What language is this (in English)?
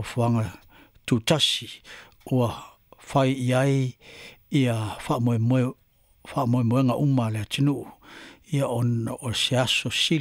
Samoan